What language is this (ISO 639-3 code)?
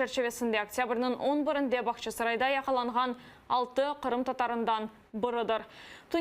crh